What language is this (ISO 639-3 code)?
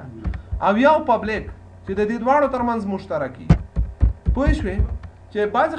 pus